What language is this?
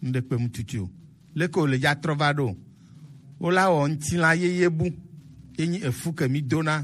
Gen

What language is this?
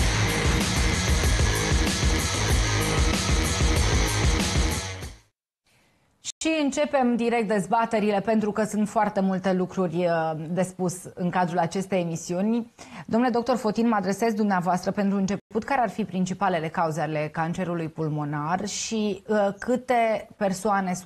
Romanian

